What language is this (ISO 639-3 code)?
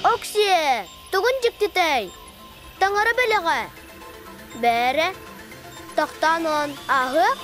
sah